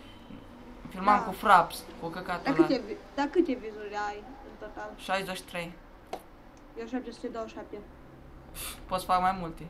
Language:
Romanian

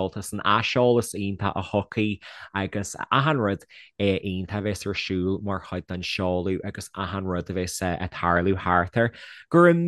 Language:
Irish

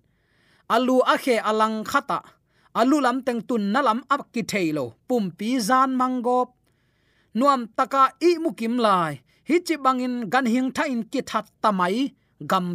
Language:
Tedim Chin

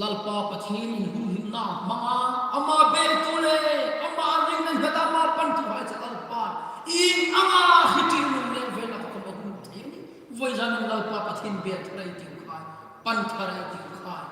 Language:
Hmar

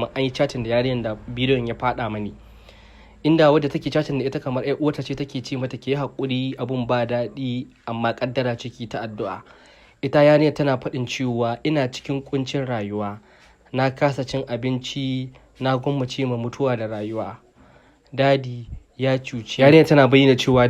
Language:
Hausa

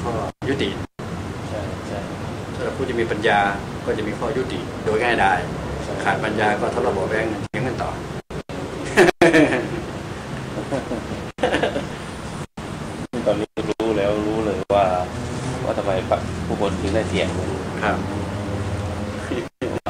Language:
Thai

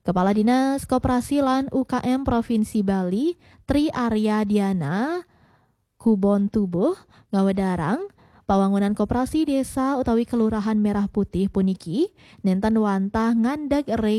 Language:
Balinese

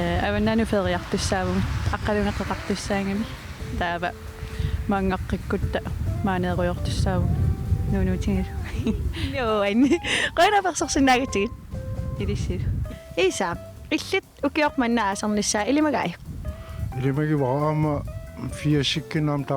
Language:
Kalaallisut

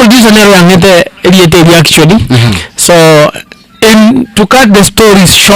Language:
Gusii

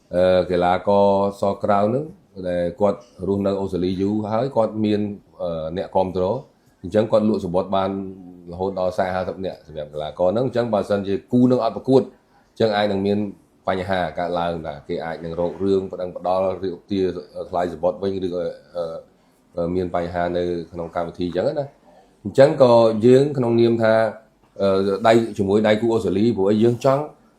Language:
Khmer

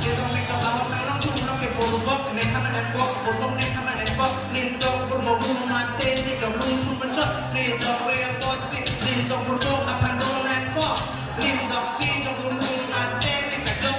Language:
Karbi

